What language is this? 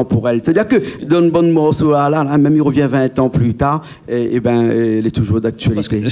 Réunion Creole French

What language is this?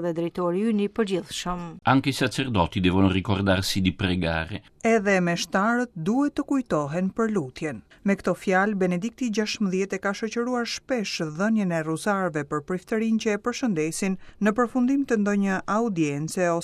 Albanian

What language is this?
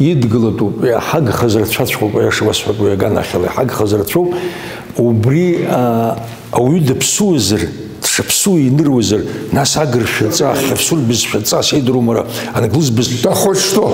Abkhazian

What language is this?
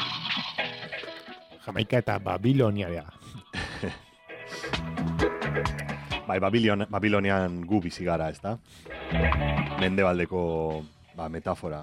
Basque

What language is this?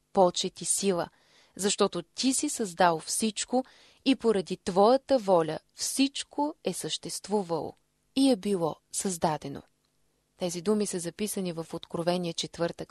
Bulgarian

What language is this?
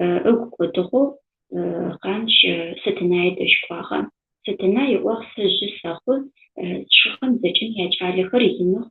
Adyghe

